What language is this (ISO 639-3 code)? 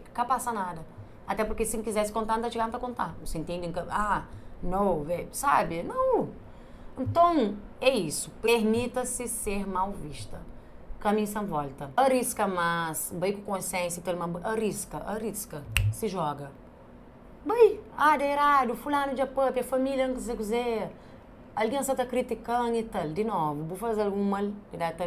kea